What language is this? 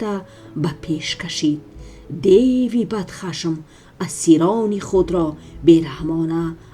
Tajik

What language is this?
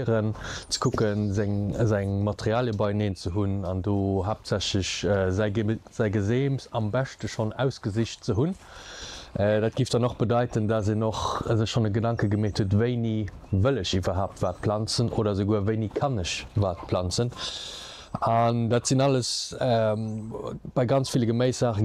Luxembourgish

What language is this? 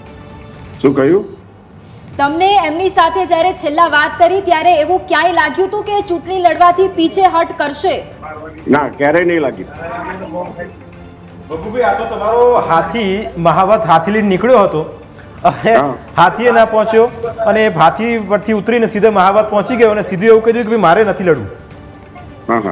Gujarati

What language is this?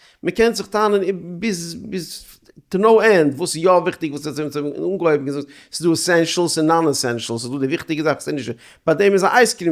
Yiddish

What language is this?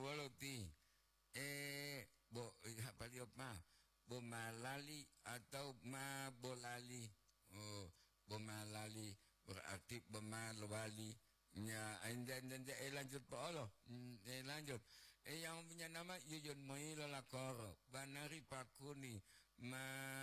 Gorontalo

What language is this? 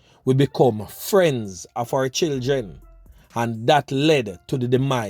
Jamaican Creole English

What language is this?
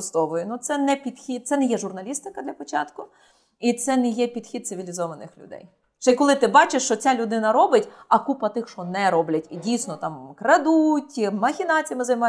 Ukrainian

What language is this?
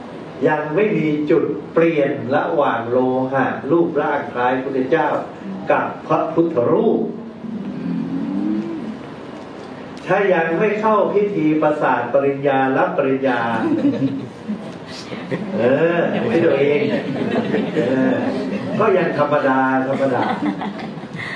Thai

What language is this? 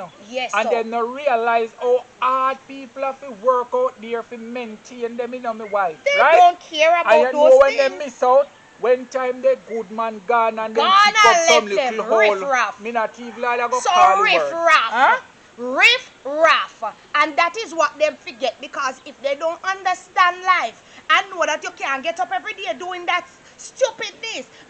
Jamaican Creole English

